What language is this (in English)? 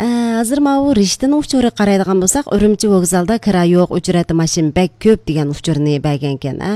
Uyghur